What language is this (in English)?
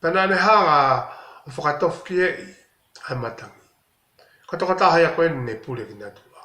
Tongan